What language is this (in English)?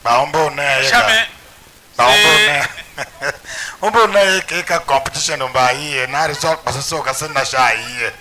Tiv